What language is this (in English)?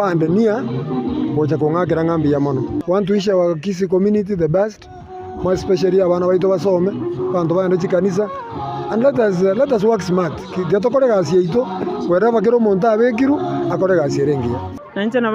Gusii